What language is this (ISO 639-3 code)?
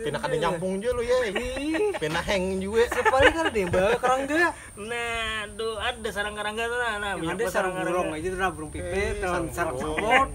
bjn